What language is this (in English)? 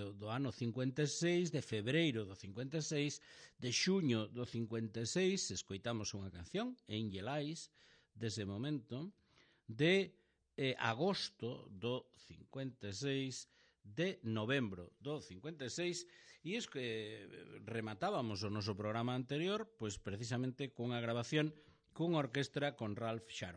Galician